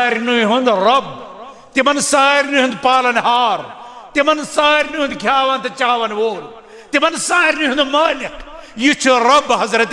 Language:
Kashmiri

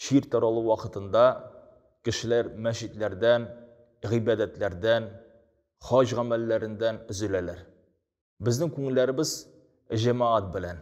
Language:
Tatar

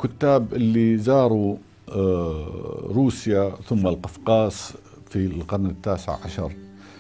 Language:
North Levantine Arabic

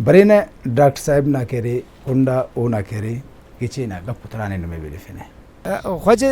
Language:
Brahui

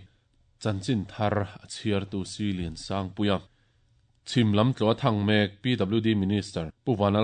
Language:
Mizo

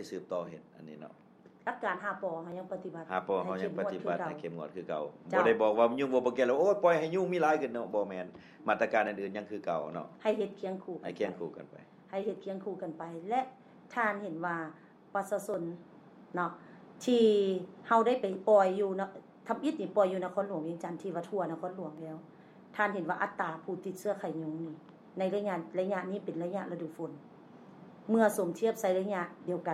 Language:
Lao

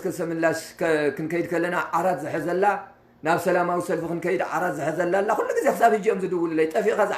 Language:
Tigrinya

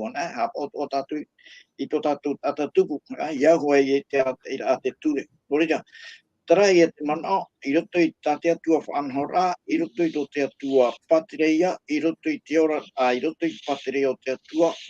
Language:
Tahitian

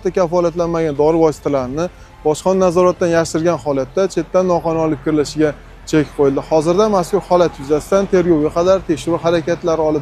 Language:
Uzbek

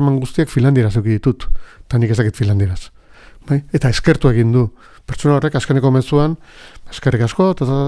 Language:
Basque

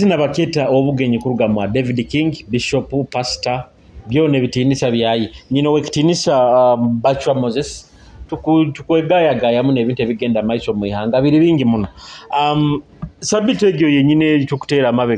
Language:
Nyoro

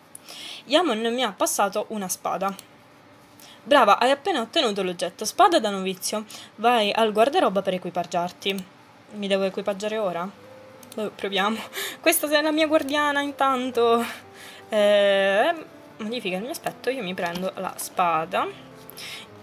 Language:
Italian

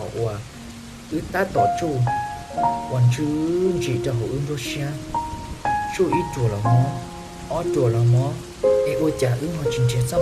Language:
Hmong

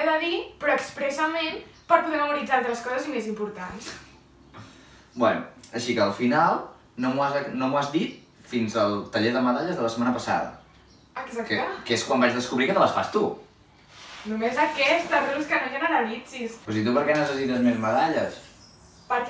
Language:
Catalan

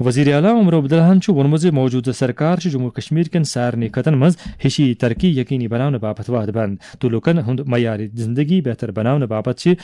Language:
Kashmiri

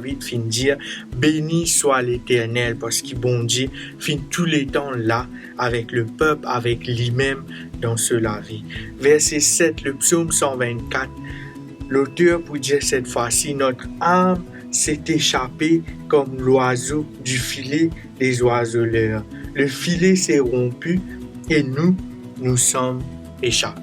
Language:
Morisyen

